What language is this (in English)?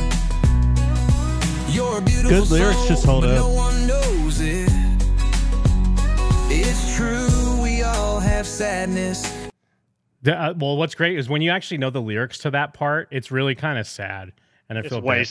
English